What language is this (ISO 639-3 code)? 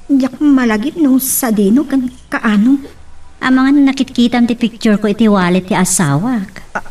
ilo